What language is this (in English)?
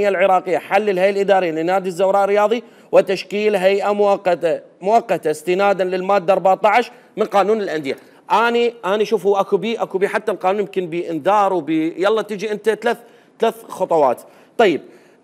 Mesopotamian Arabic